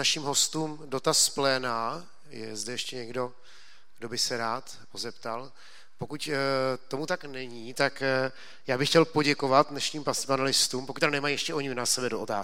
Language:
Czech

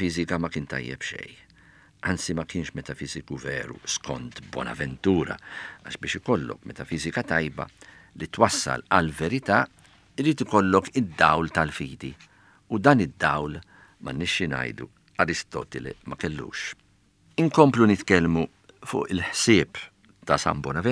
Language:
Maltese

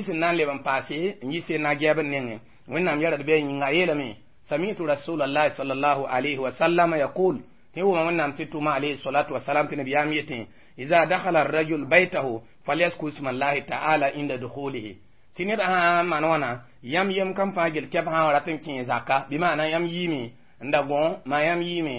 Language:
Mossi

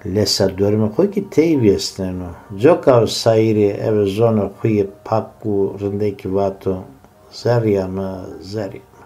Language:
Zaza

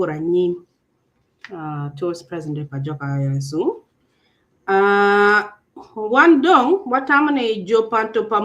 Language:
Acoli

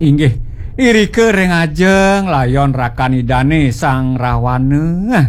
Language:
Balinese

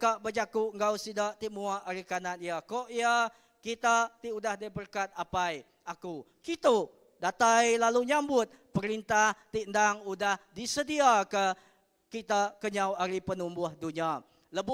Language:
Iban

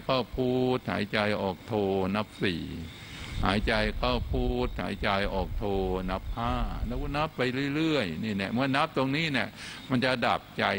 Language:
Thai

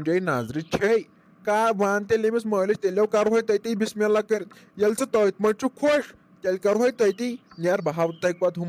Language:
Kashmiri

